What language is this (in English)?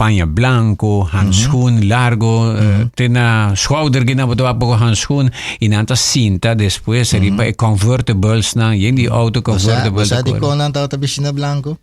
Papiamento